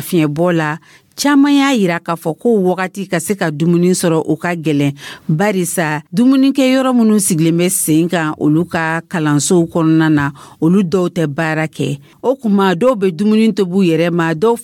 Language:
Dyula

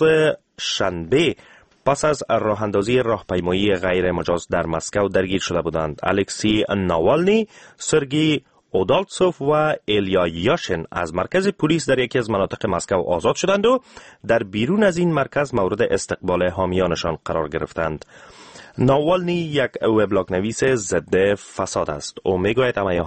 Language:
Persian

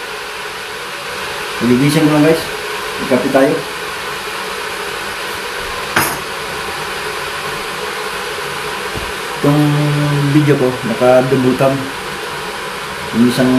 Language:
Filipino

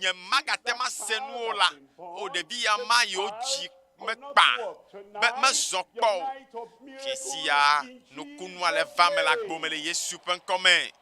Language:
Ewe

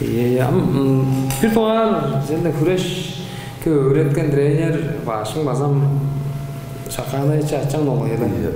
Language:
Tuvinian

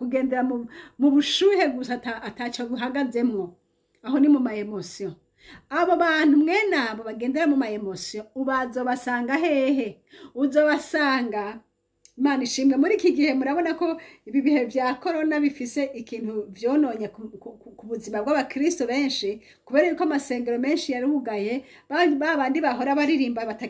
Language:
Rundi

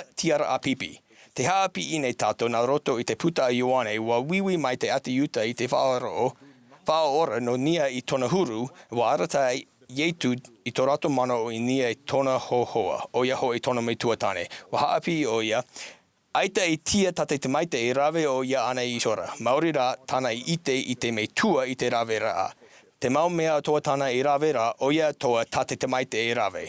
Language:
Tahitian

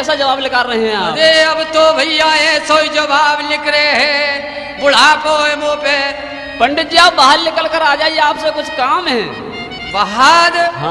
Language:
Hindi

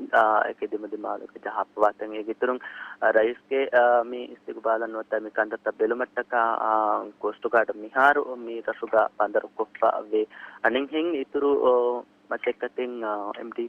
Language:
Divehi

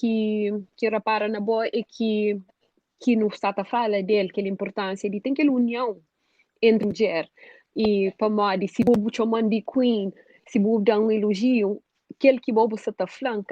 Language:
Kabuverdianu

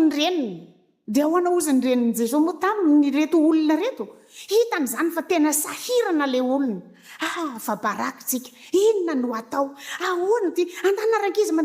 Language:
Malagasy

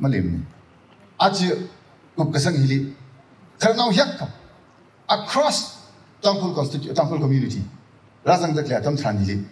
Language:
Tangkhul Naga (India)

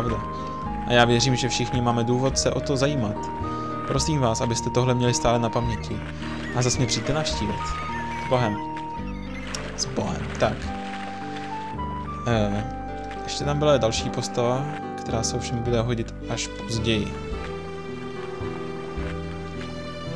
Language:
Czech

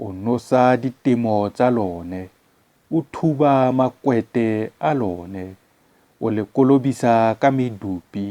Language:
Tswana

